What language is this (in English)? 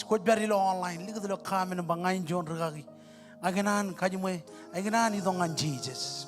Marshallese